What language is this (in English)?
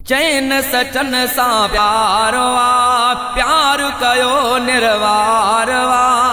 Sindhi